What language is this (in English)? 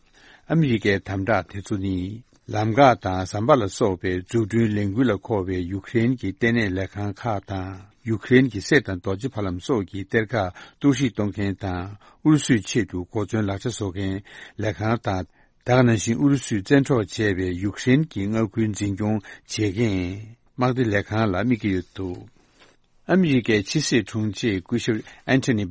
Tibetan